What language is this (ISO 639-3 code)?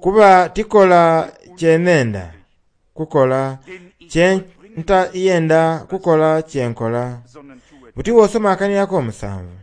xog